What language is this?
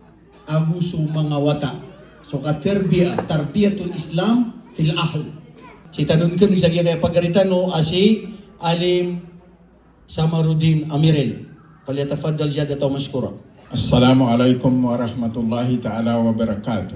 Maranao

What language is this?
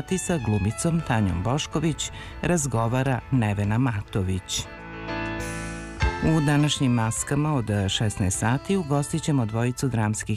Serbian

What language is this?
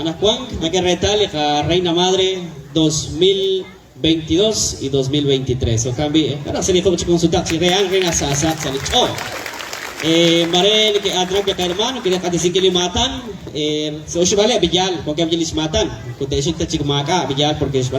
Kekchí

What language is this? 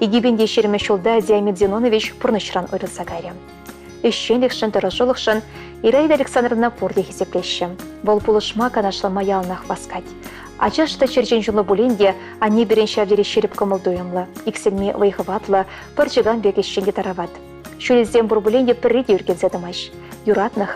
Chuvash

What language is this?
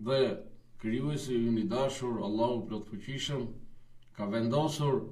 Albanian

